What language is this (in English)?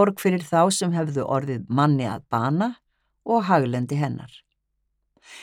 Icelandic